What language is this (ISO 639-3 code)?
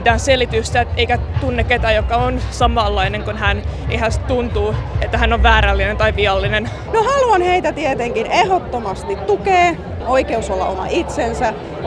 fin